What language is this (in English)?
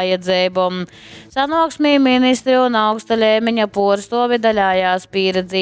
Latgalian